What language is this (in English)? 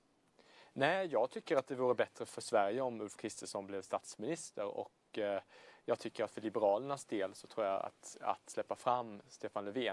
Swedish